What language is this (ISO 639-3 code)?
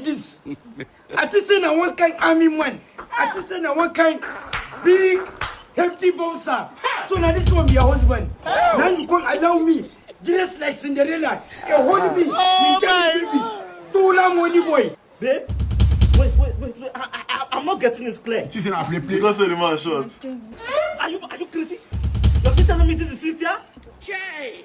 pcm